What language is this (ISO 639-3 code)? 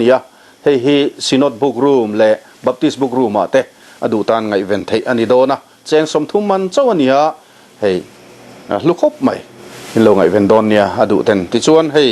lus